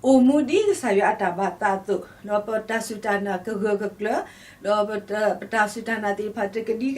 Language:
S'gaw Karen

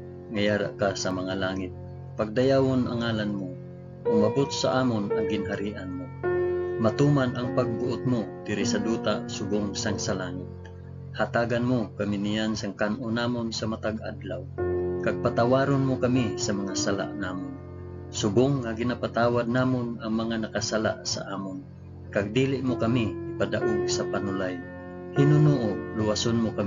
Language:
Hiligaynon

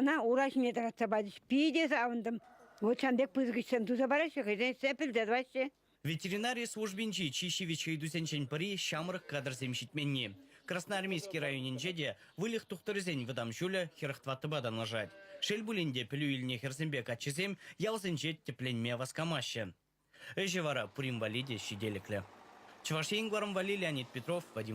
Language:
Chuvash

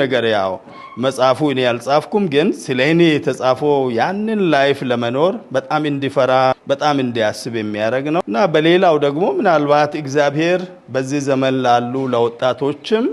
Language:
Amharic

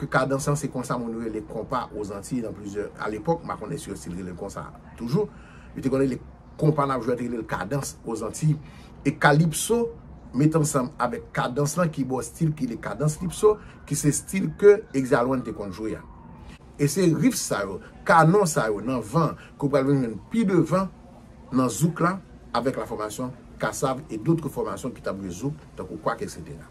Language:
Haitian Creole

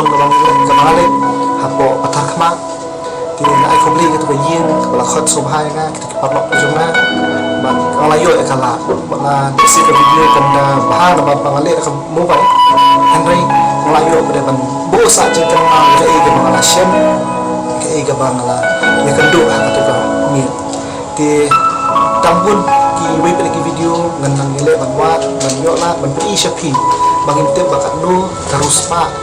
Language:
Khasi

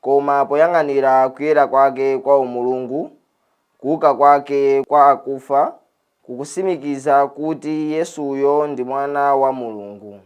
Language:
Nyanja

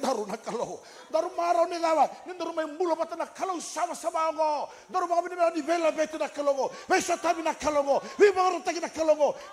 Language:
Fijian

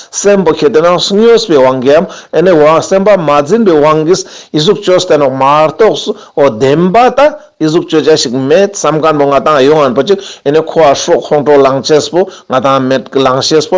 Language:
Ladakhi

